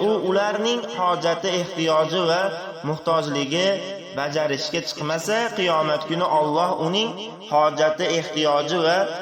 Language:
Uzbek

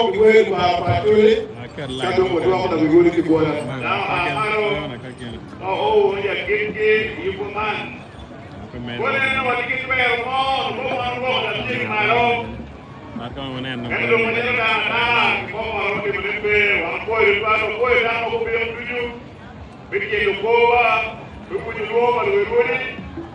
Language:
Acoli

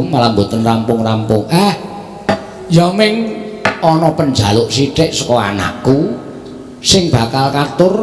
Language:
Javanese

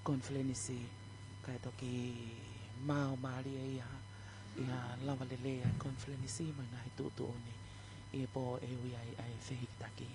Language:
Tongan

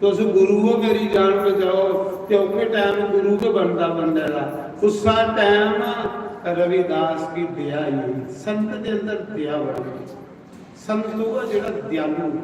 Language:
Dogri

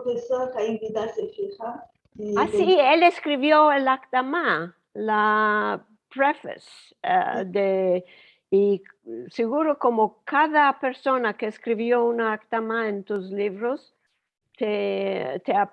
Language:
Ladino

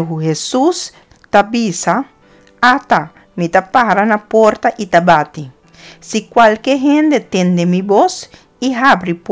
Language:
Papiamento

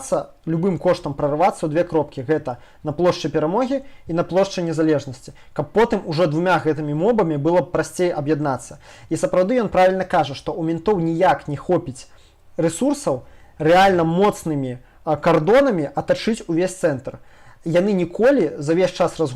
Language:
Belarusian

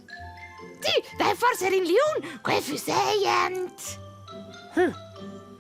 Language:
Romansh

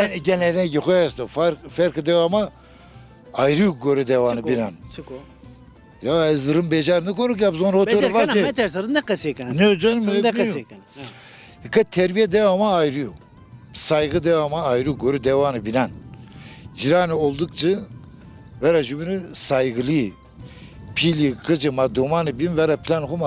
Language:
Zaza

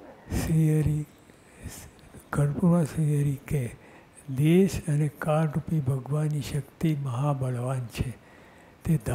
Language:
Gujarati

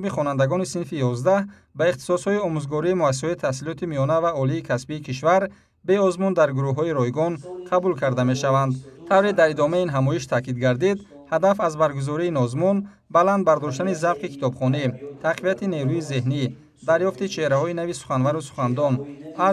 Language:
Tajik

